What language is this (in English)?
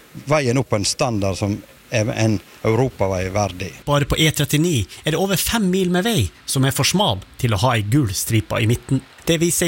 Norwegian